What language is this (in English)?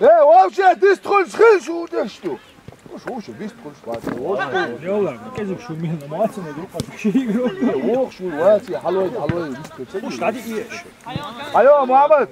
Chechen